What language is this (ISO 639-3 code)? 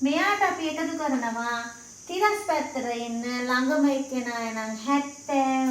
sin